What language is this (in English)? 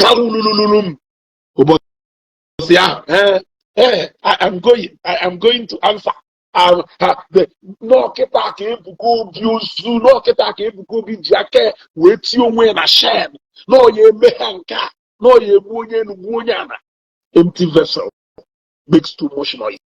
Igbo